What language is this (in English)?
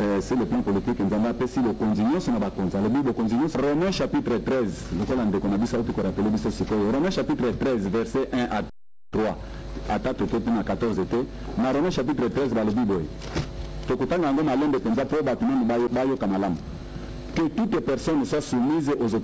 Lingala